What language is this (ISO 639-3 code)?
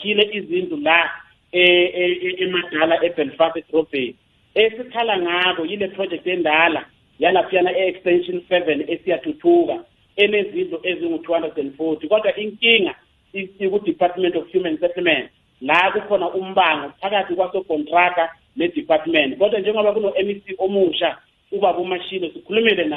nbl